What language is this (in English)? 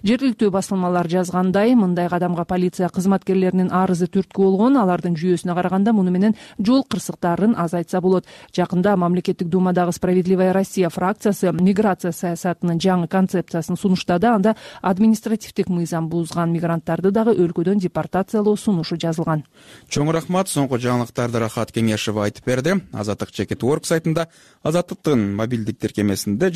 Kyrgyz